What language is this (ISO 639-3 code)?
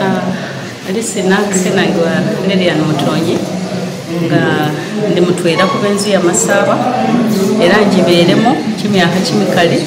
myx